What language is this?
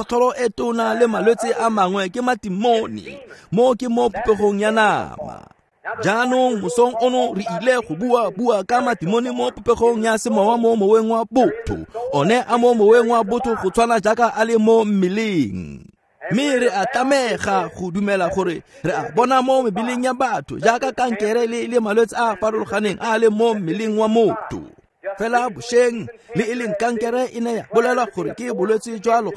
Tswana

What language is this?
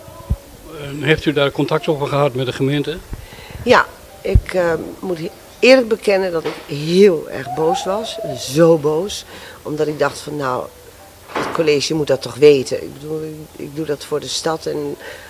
Dutch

